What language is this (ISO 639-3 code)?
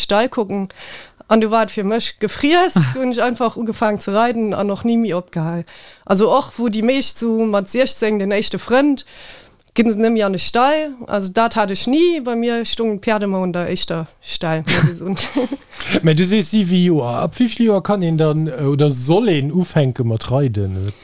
ltz